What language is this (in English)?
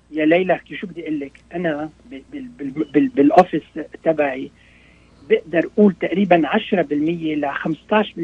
North Levantine Arabic